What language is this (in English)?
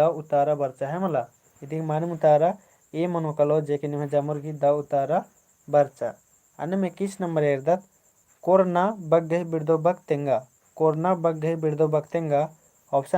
Kurukh